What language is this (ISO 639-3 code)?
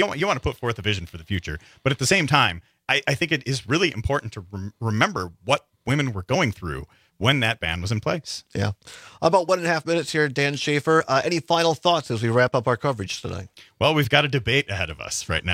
eng